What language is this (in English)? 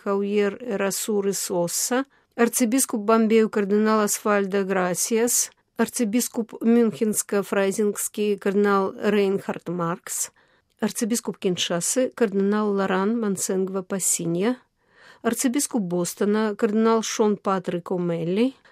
Belarusian